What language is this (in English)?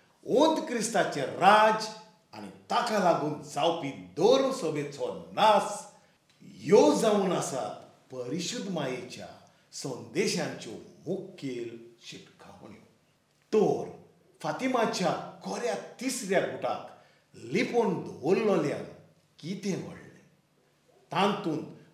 Konkani